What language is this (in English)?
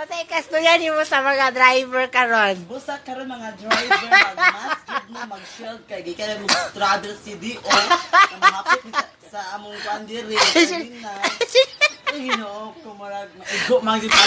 Cebuano